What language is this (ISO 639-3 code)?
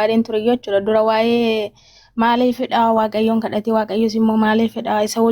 orm